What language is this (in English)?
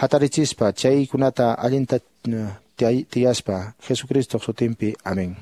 Quechua